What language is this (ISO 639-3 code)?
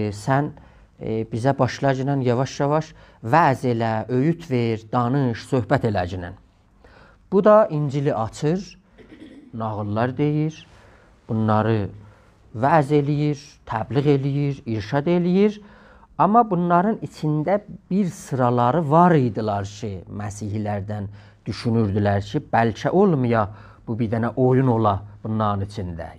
azb